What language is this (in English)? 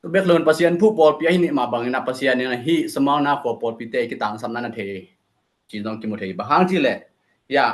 Tedim Chin